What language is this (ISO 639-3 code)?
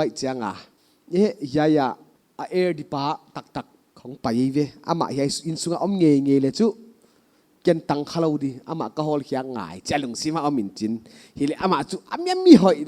pck